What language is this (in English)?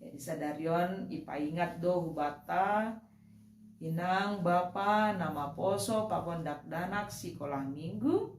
Batak Simalungun